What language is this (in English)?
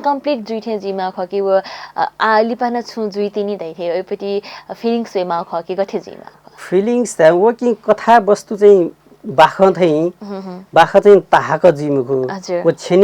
Newari